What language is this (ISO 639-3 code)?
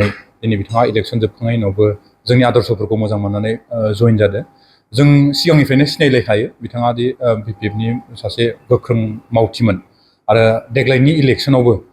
brx